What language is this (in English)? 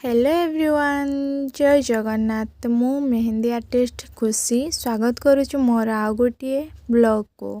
Odia